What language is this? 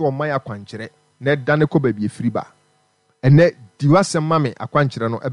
Akan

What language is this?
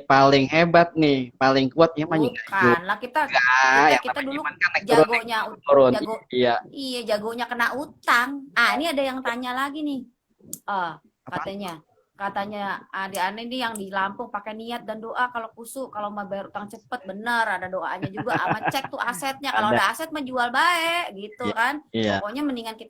Betawi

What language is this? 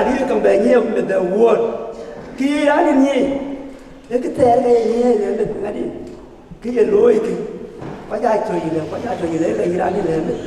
Dinka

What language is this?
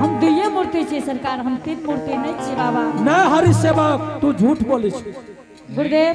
Angika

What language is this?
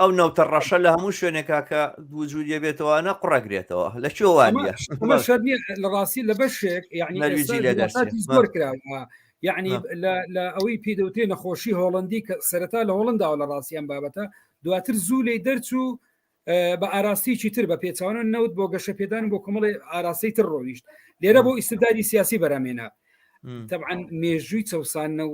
Central Kurdish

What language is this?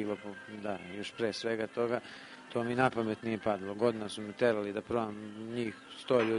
Serbian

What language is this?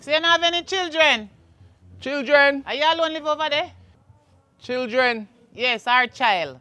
Jamaican Creole English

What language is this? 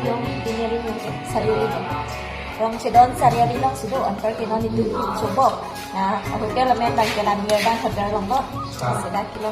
Karbi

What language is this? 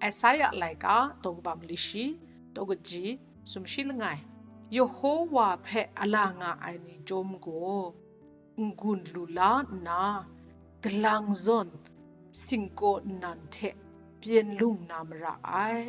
Kachin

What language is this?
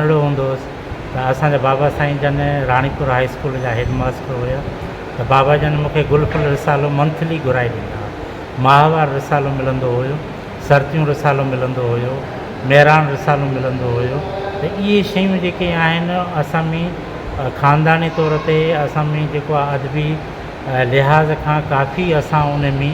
Sindhi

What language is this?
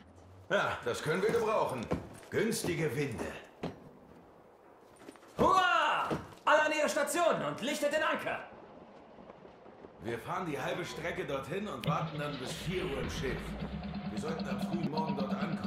German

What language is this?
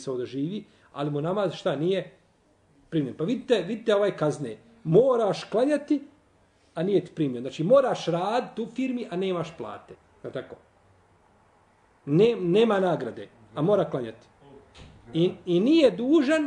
Bosnian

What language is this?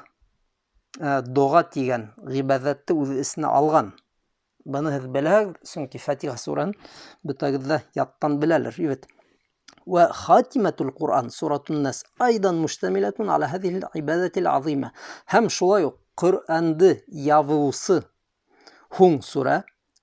Bashkir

